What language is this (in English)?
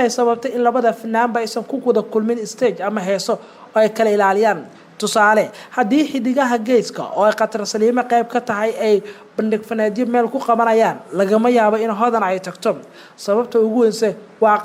Somali